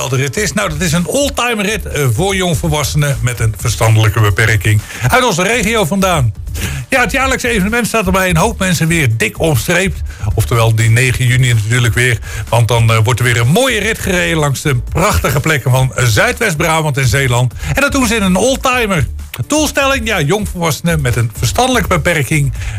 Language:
Dutch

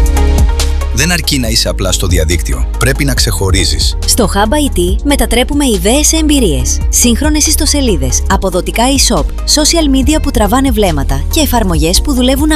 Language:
Greek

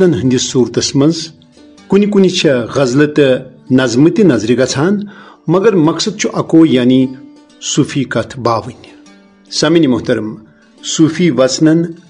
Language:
Kashmiri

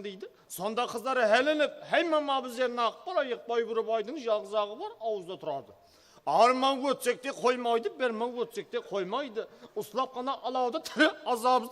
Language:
Kara-Kalpak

